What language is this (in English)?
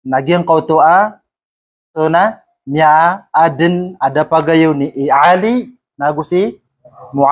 Maranao